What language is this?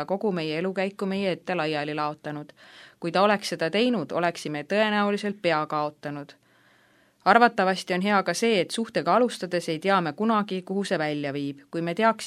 Estonian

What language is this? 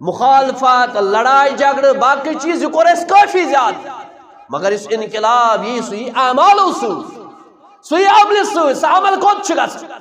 Kashmiri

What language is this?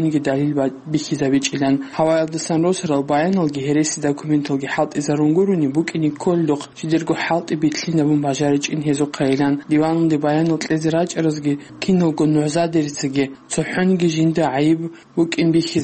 Avaric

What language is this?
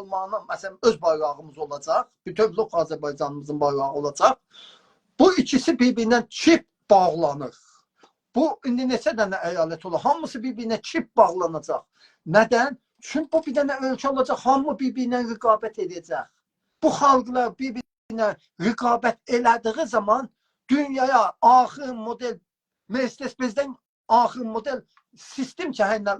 South Azerbaijani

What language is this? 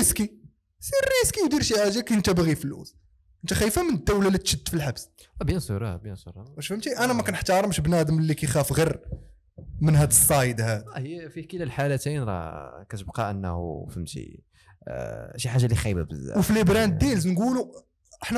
Moroccan Arabic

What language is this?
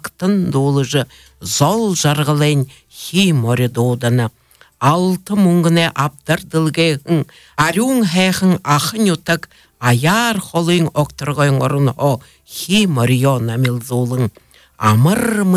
Buriat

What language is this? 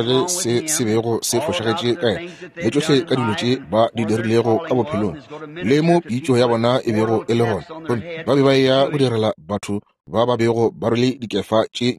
Northern Sotho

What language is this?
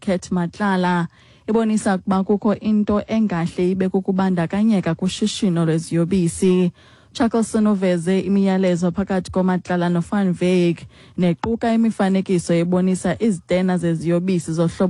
Xhosa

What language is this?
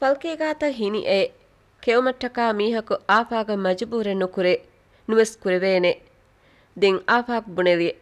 Divehi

